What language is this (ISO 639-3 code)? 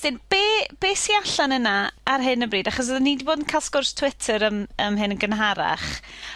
cym